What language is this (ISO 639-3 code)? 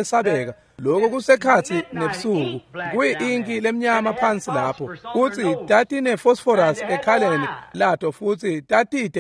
ssw